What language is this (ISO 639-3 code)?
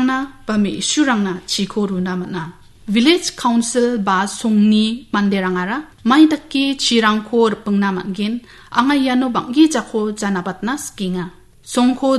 grt